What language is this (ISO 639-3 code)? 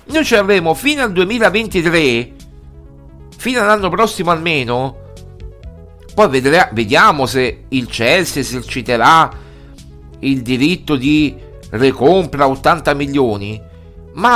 ita